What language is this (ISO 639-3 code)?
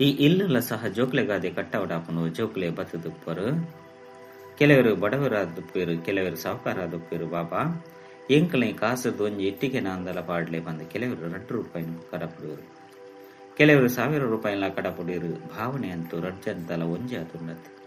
tcy